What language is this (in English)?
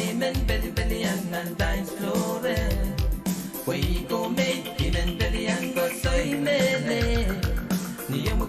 Pohnpeian